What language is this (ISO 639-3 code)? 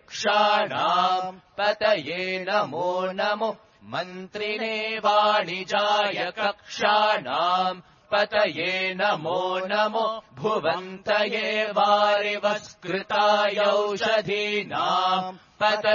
san